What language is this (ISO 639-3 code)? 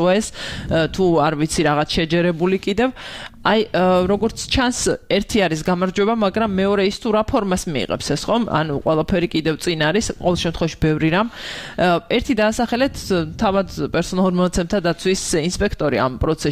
kat